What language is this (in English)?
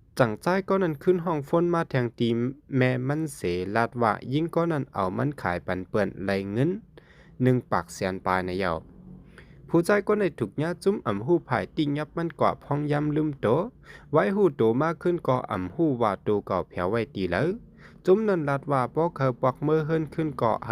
Shan